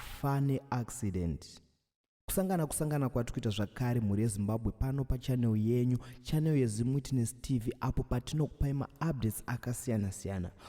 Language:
Shona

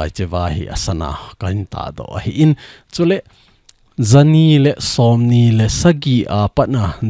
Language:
Thado Chin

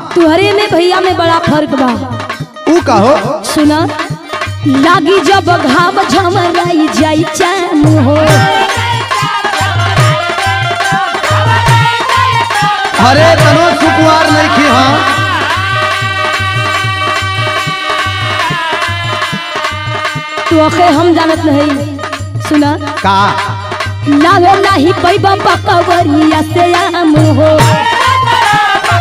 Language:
Bhojpuri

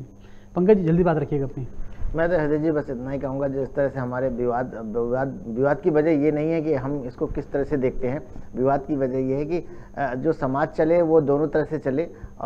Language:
Hindi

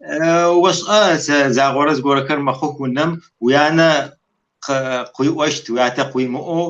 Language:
Kabardian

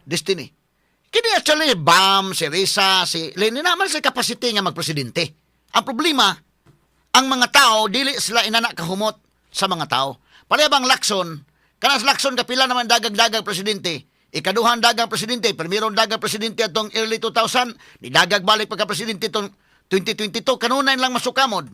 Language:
Cebuano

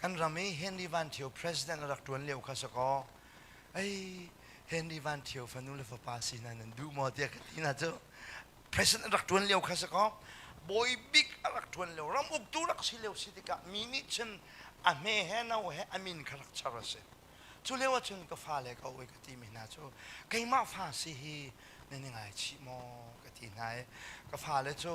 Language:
Hakha Chin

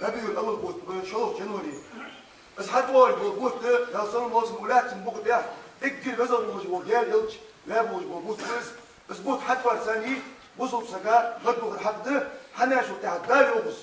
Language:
Ingush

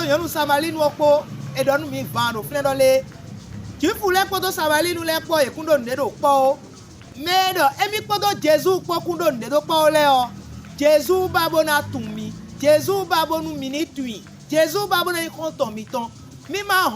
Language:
Fon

